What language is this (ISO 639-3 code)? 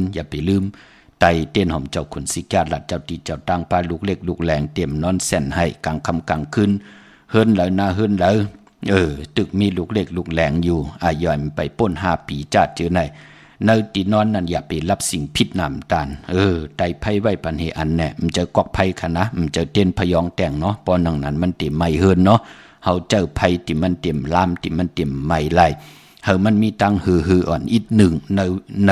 shn